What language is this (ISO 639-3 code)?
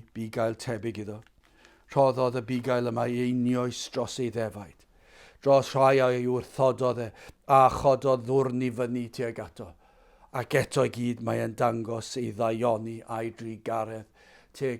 cym